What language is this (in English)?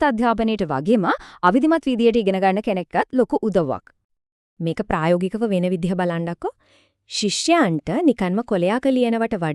Sinhala